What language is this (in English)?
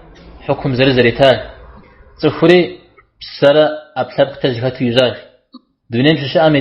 Kabardian